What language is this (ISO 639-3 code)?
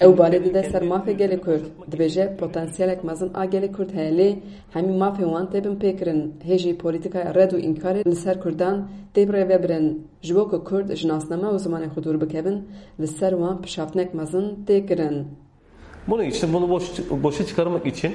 kur